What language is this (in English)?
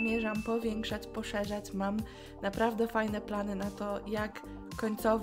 Polish